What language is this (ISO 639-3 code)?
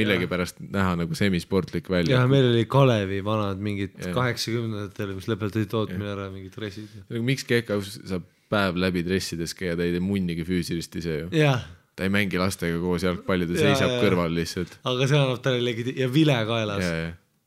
est